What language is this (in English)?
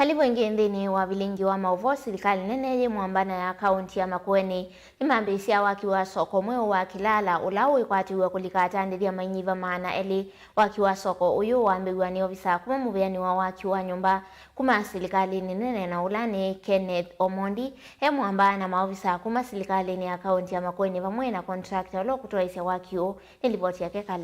Kamba